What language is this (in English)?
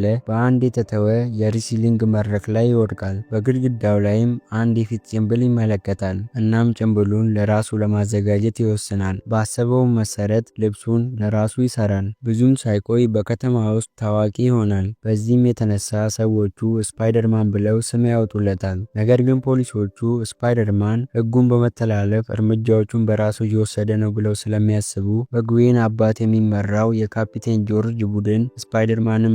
Amharic